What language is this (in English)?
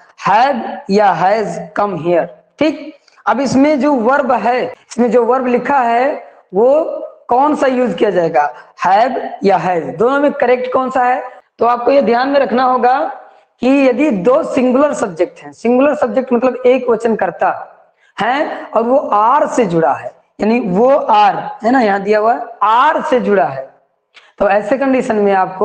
Hindi